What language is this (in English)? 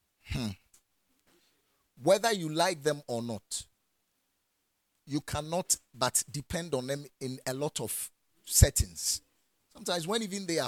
English